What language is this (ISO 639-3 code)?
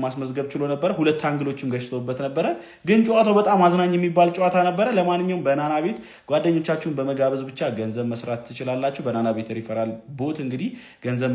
amh